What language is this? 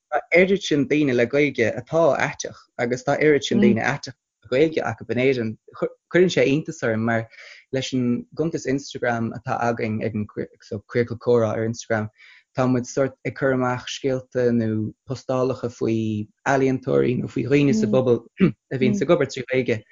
Irish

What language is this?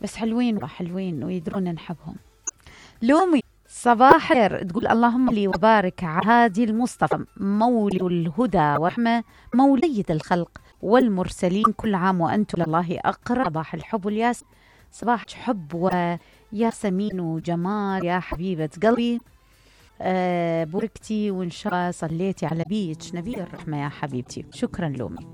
Mesopotamian Arabic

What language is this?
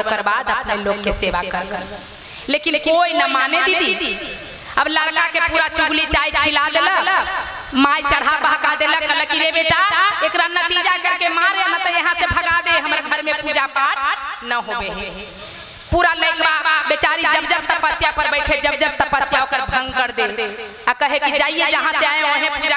Magahi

